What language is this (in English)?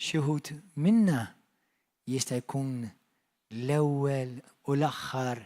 Maltese